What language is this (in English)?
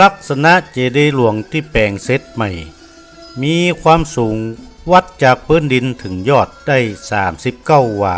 Northern Thai